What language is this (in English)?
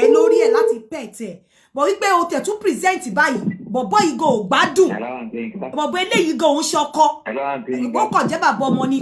Yoruba